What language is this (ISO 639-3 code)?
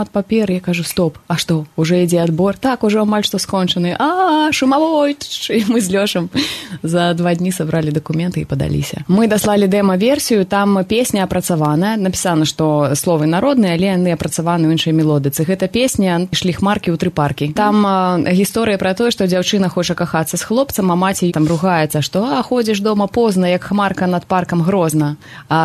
bel